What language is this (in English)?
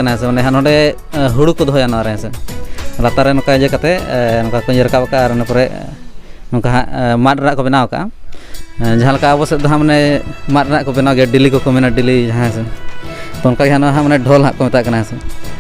Santali